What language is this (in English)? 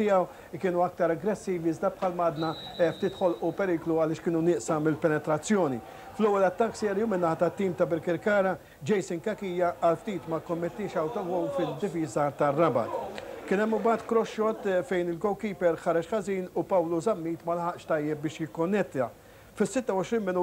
Maltese